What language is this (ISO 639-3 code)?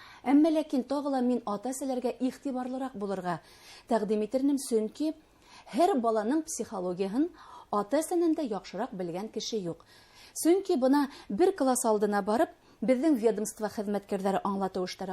bak